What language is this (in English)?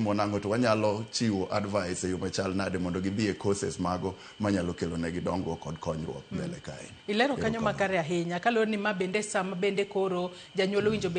Luo (Kenya and Tanzania)